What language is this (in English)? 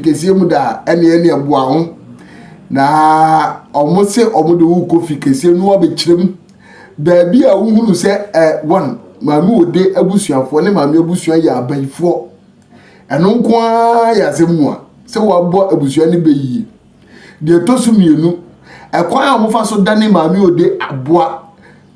Akan